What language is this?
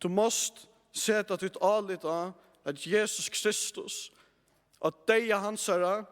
Faroese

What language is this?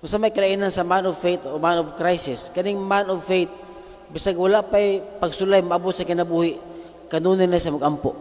Cebuano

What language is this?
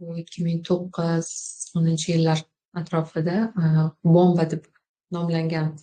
Uzbek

